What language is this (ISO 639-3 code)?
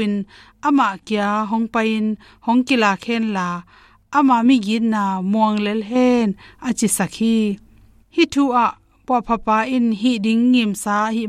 ctd